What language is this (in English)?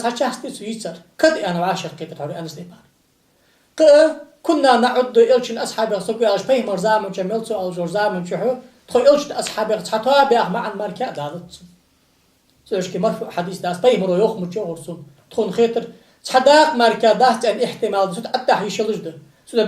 Ingush